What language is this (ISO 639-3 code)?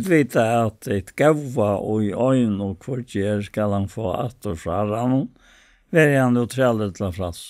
fao